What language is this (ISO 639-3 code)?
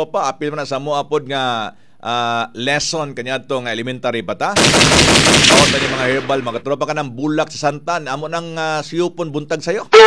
ceb